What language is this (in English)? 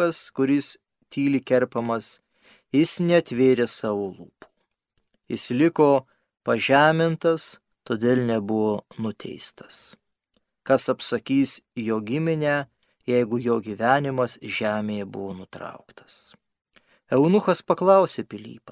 Lithuanian